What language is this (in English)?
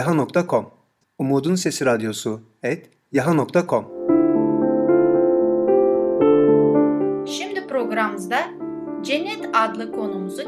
Turkish